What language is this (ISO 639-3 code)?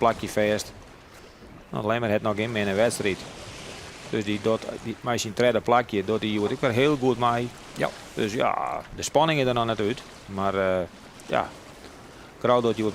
fry